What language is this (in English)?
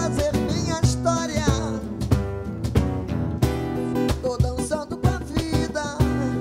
Portuguese